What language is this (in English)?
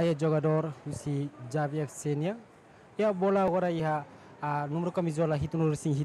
Tetum